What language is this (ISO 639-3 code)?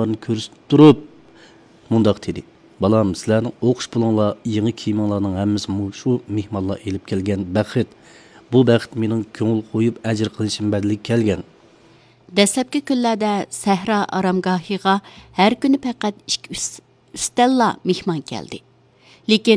uig